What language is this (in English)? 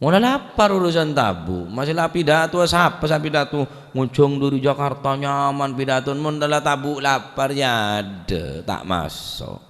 Madurese